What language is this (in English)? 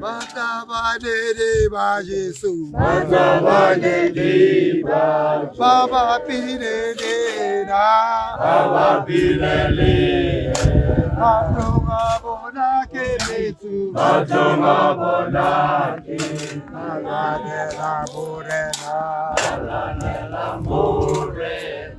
Tswana